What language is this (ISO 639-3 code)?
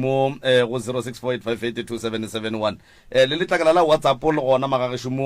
nso